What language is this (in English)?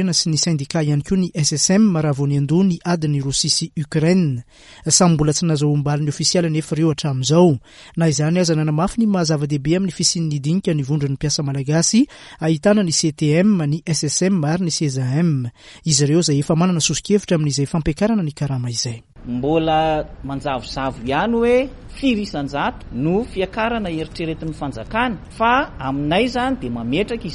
Malagasy